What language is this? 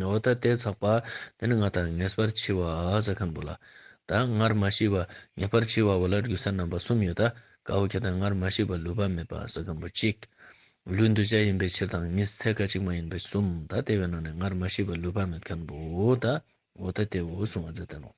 Ladakhi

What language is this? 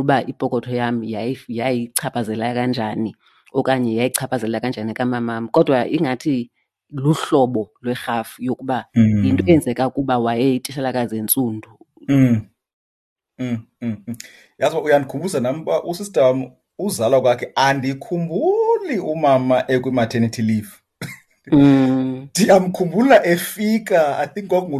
Xhosa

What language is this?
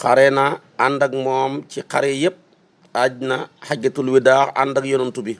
Wolof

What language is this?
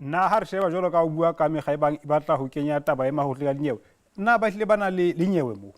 Southern Sotho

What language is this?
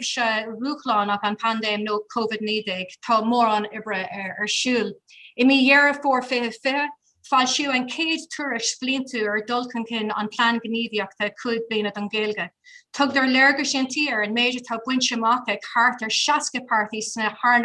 Irish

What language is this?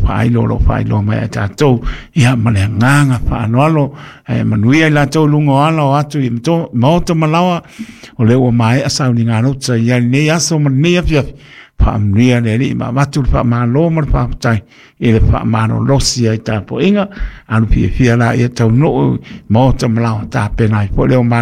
Samoan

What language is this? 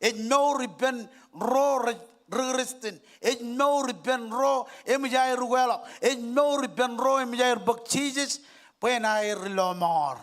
Marshallese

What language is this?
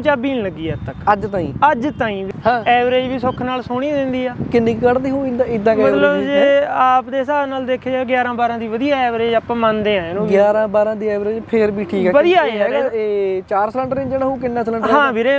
Punjabi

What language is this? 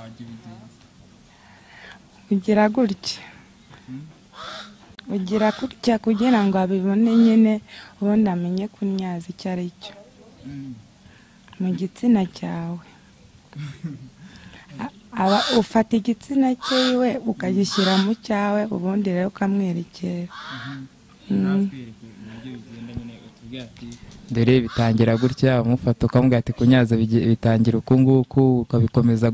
Kinyarwanda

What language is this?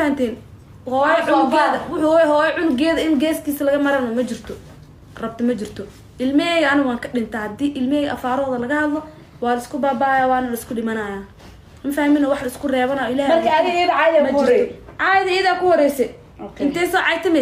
Somali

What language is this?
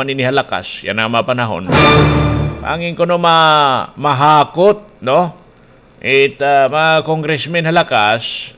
Waray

